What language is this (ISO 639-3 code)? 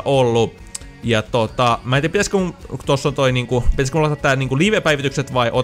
fin